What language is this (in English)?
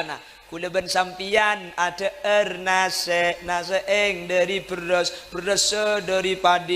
Madurese